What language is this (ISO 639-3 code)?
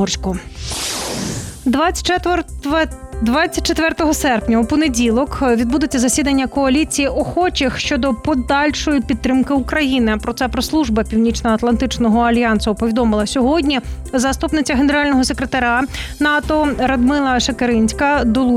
ukr